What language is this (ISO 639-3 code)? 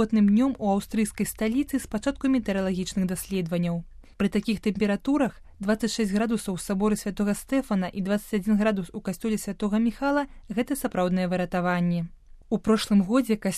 bel